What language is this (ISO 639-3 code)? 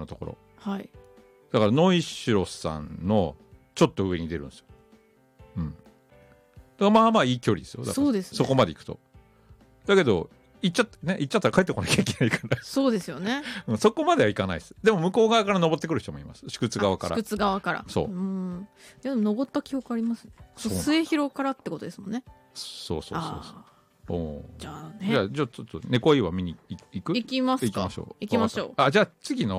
jpn